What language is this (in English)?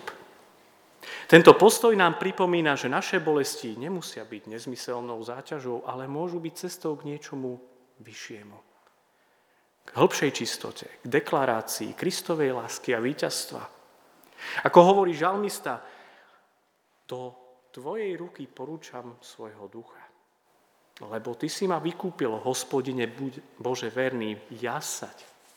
Slovak